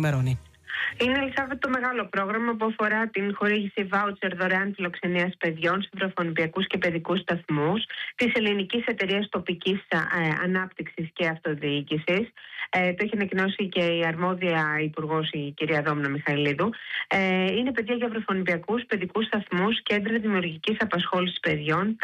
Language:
Greek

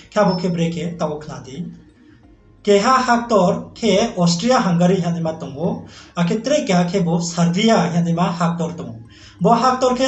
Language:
Riang (India)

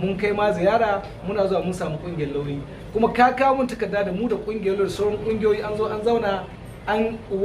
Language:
Hausa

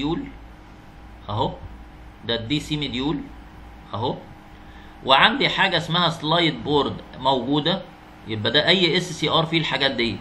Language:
Egyptian Arabic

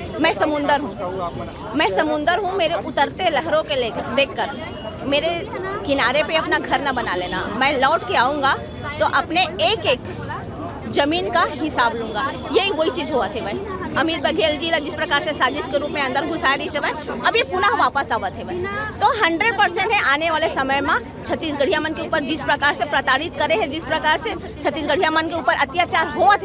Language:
Chhattisgarhi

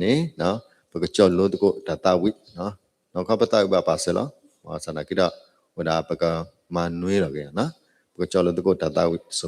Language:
S'gaw Karen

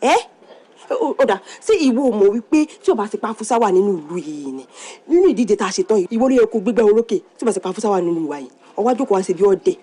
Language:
Yoruba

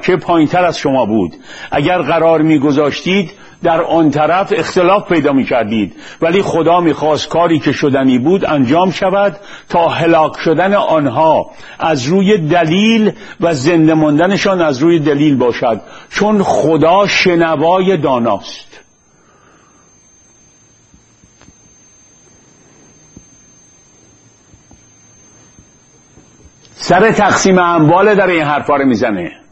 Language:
Persian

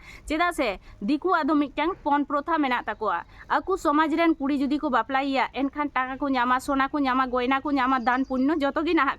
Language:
Santali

